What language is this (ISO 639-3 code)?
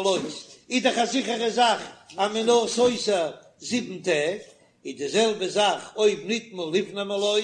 yid